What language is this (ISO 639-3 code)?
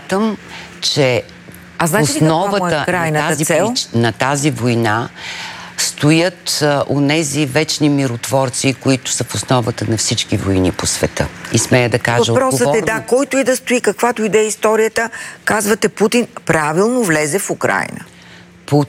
bul